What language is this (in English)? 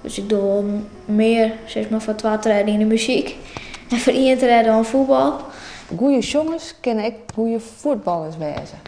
Western Frisian